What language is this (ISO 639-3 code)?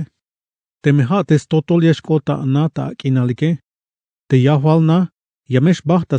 tzh